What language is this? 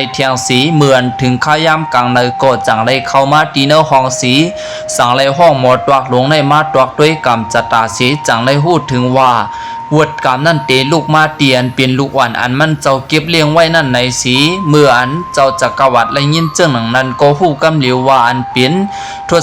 Shan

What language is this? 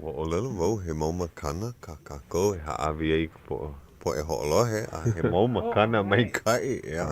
Hawaiian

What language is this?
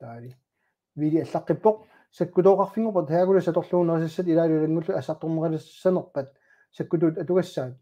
Kalaallisut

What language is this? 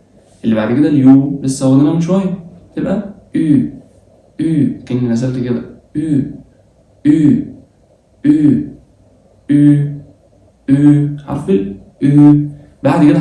Egyptian Arabic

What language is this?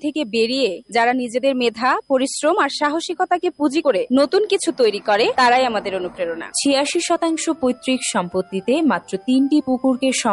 Bangla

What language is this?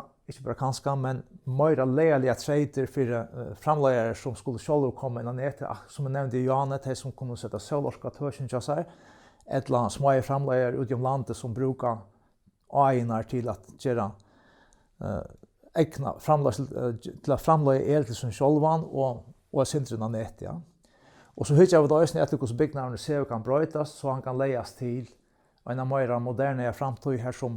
Faroese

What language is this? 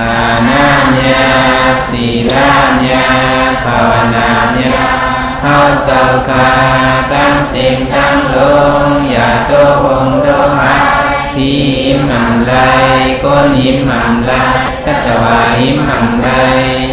Shan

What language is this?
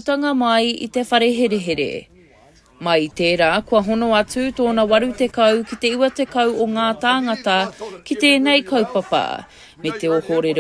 Māori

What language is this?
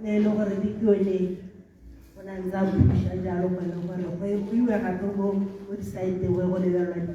Tswana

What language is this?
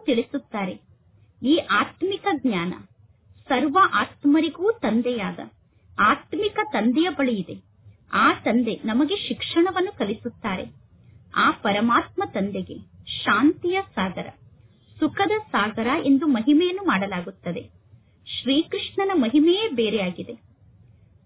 Kannada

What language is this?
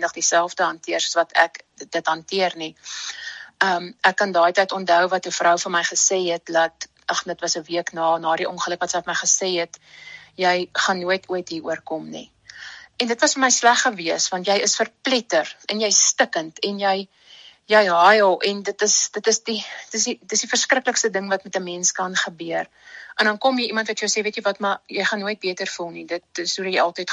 Afrikaans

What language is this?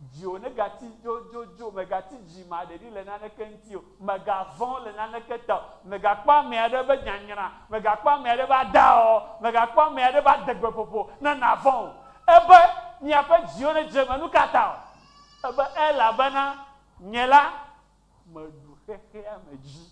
Ewe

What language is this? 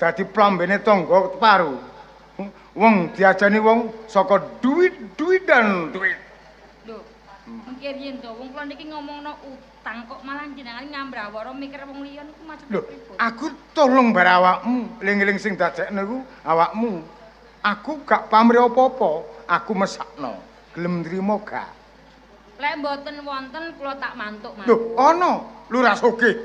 Javanese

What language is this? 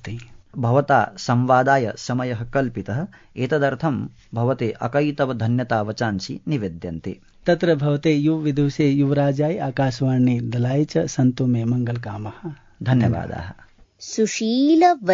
Sanskrit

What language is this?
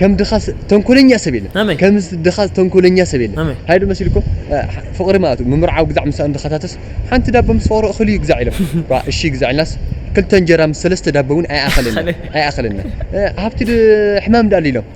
Tigrinya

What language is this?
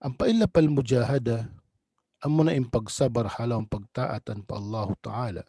Tausug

